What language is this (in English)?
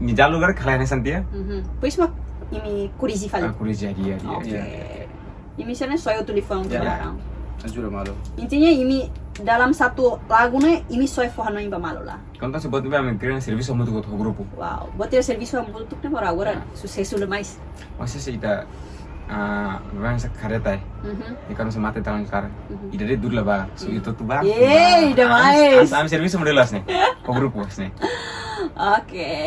Tetum